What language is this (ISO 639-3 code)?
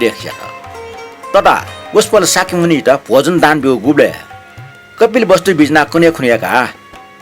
new